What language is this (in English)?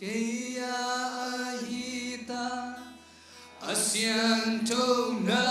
Tedim Chin